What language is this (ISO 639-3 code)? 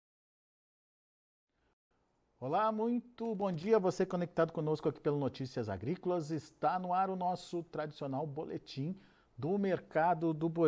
por